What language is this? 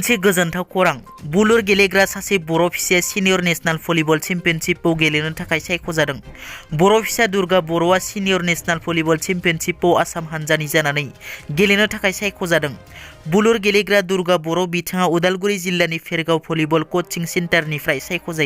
Bodo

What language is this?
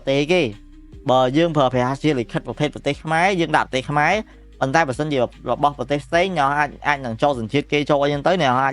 Khmer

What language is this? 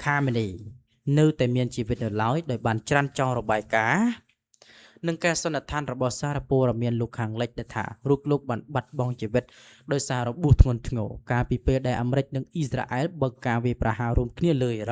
Khmer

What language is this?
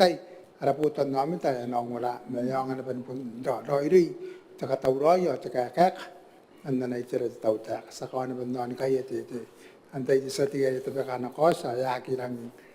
Gilbertese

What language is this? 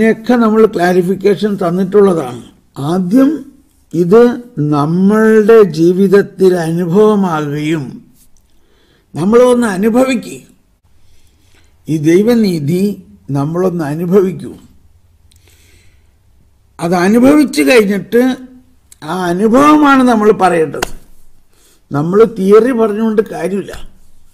Malayalam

